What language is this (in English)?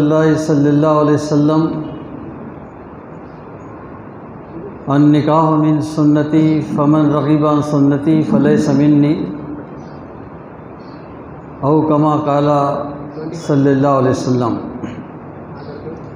Urdu